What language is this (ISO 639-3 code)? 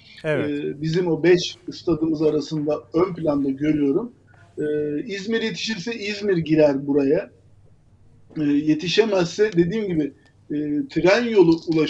tur